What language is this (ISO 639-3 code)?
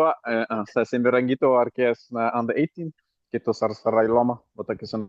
fij